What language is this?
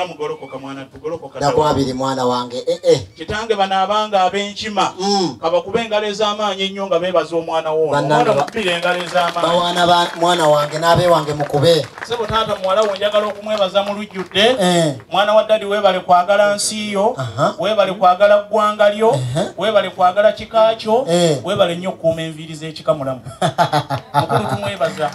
Ganda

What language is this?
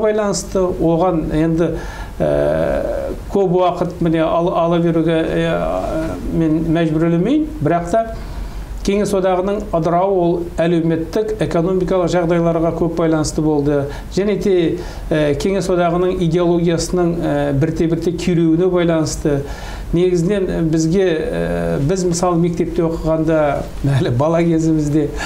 Kazakh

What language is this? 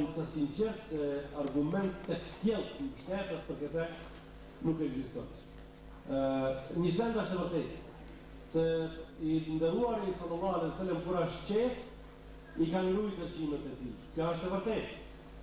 Albanian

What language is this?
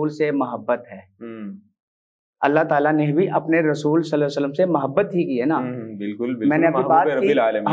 Urdu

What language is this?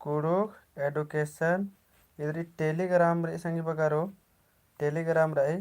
Kurukh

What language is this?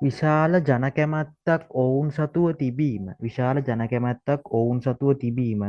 Sinhala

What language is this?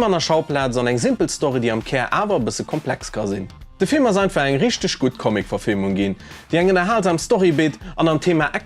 Luxembourgish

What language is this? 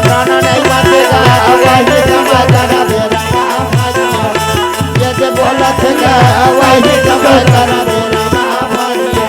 Chhattisgarhi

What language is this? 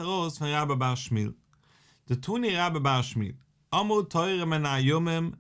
Yiddish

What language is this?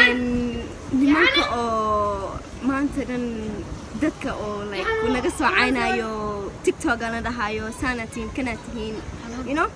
Somali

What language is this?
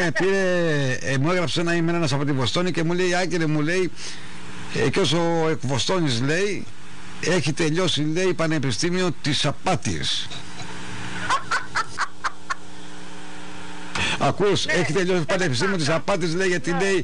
Greek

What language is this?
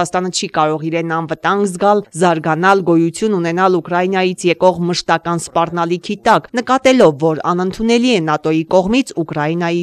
Armenian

